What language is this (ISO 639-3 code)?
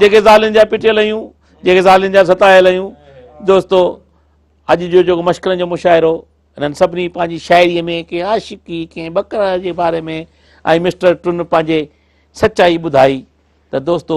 snd